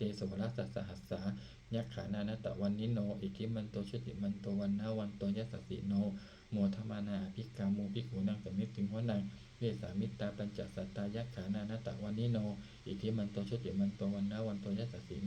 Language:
Pali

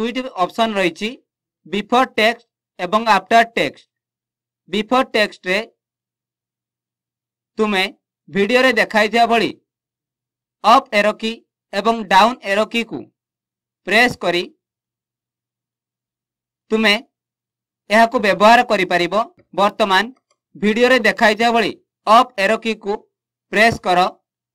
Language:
Odia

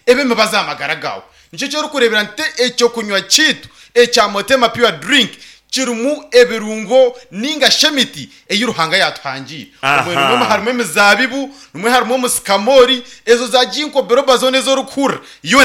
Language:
Nyankole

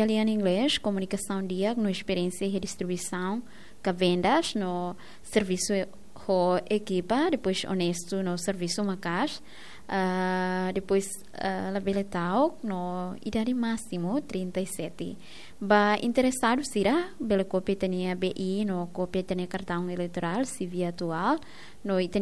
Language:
Tetum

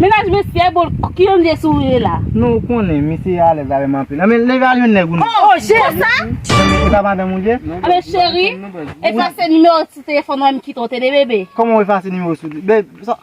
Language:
Haitian Creole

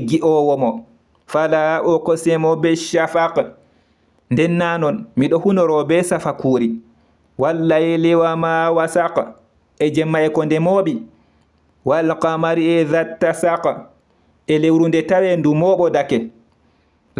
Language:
Fula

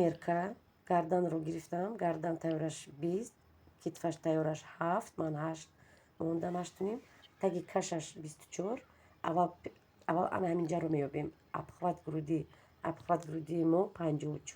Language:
Tajik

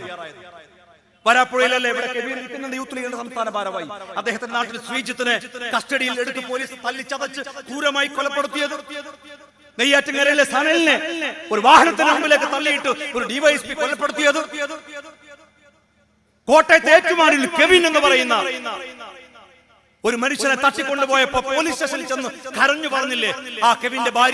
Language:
Malayalam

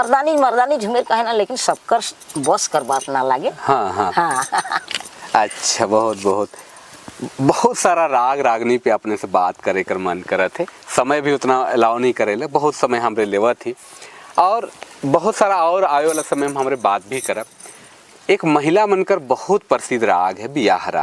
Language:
Sadri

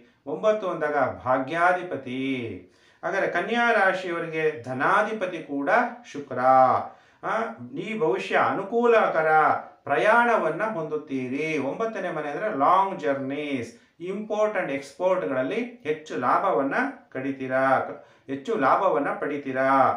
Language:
Kannada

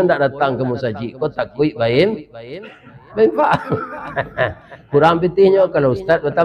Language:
Minangkabau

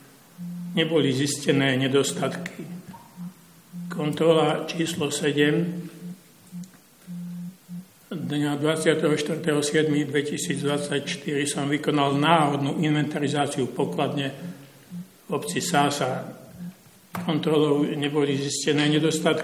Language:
Slovak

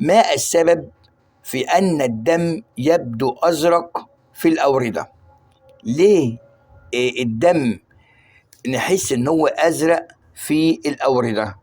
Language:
Egyptian Arabic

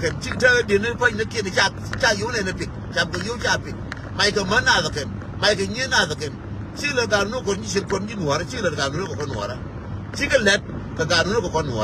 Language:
Nuer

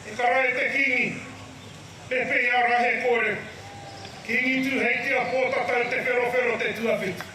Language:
Māori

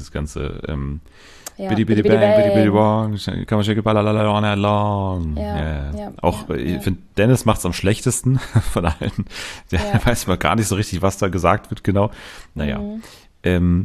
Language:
German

